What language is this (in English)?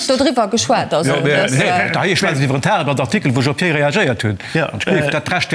Luxembourgish